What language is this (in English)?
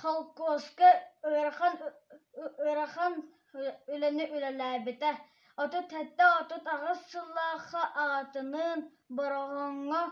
Yakut